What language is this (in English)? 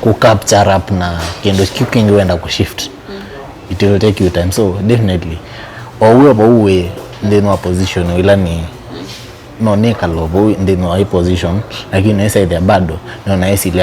Kamba